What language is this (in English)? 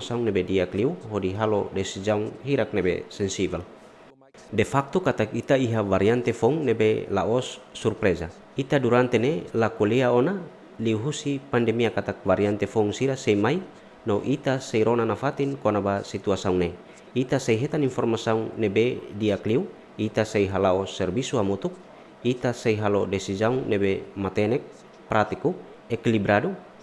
Tetum